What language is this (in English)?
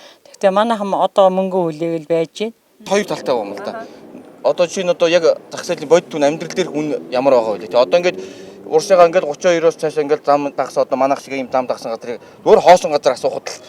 Mongolian